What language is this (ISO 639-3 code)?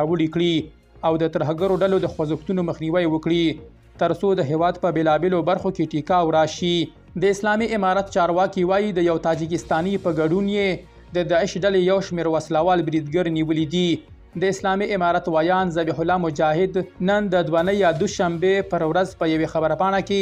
pus